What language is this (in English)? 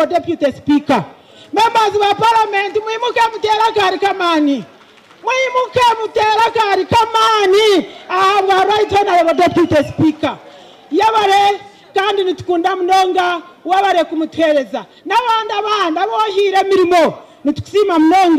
Nyankole